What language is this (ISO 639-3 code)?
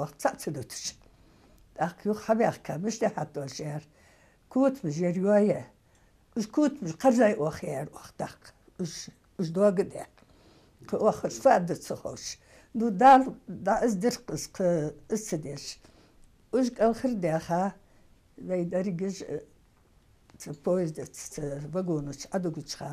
inh